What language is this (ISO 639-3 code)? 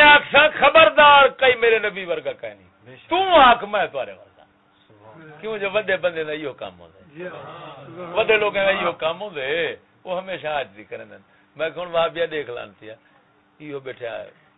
skr